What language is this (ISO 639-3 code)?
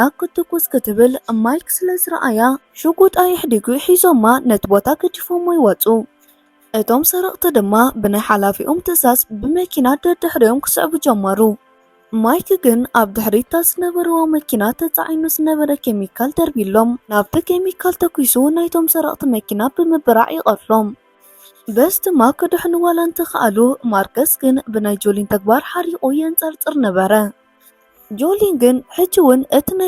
tir